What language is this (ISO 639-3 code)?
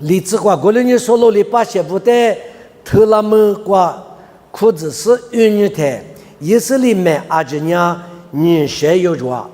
lis